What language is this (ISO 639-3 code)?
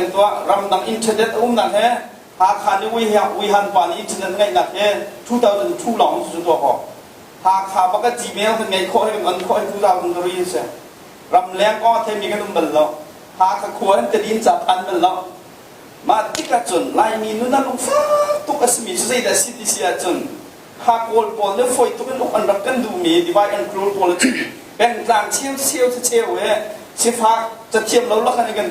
cnh